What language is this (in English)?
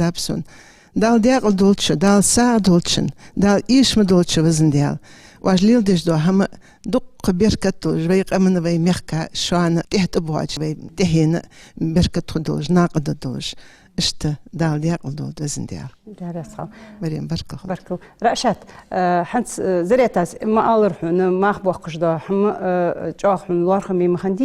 Ingush